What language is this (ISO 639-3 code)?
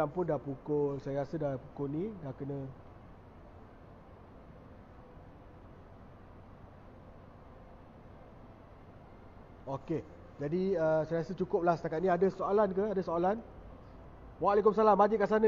msa